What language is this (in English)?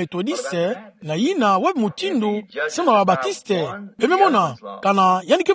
Kituba (Democratic Republic of Congo)